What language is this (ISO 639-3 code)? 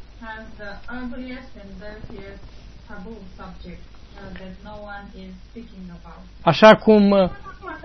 ron